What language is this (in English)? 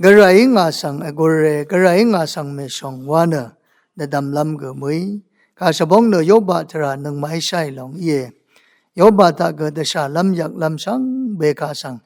Rawang